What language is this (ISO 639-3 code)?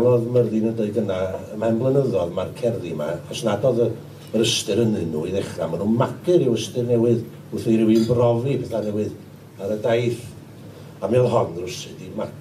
cym